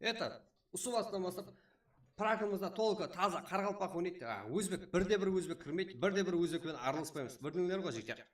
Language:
Kara-Kalpak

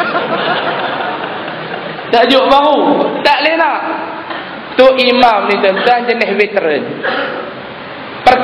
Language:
Malay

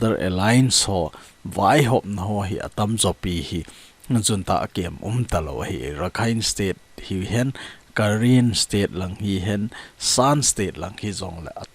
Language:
Thado Chin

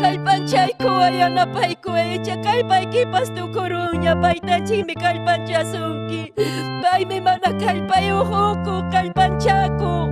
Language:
Ayacucho Quechua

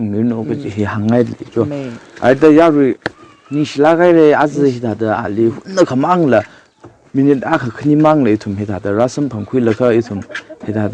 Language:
Tangkhul Naga (India)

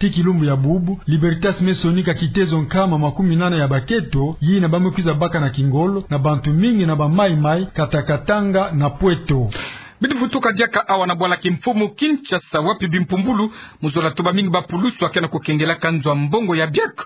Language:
Kituba (Democratic Republic of Congo)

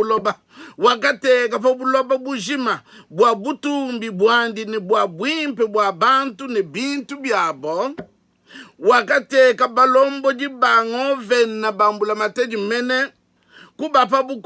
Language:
Luba-Lulua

